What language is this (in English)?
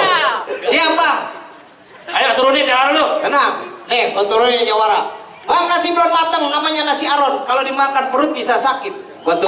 Betawi